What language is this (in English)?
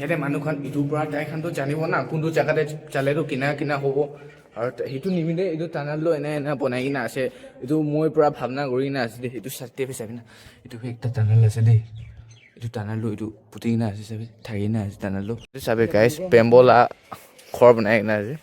Naga Pidgin